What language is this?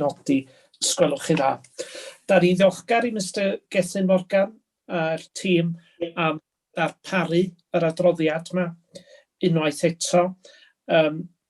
Welsh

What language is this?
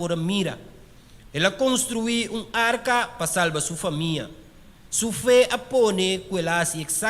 Papiamento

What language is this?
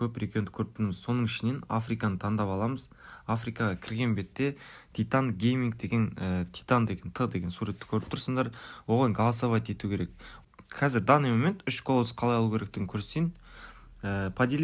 Kara-Kalpak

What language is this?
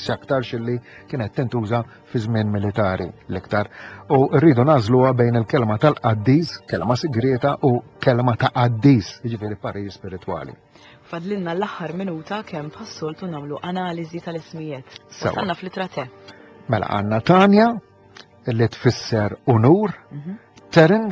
Maltese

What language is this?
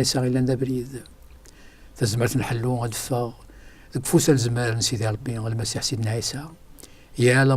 Kabyle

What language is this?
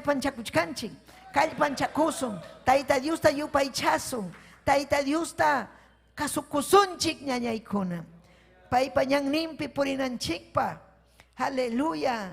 Ayacucho Quechua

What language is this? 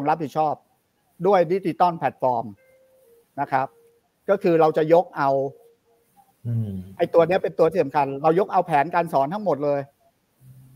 Thai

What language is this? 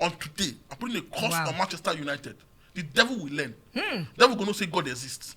Nigerian Pidgin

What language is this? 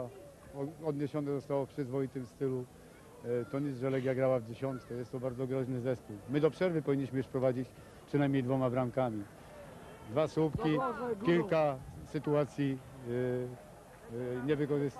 Polish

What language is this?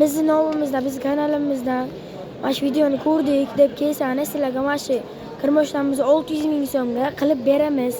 Uzbek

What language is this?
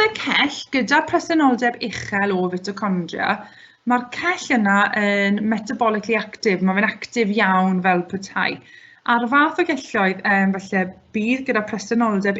Welsh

